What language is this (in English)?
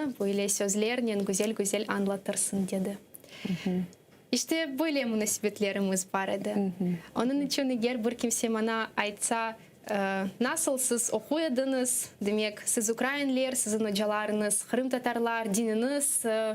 Crimean Tatar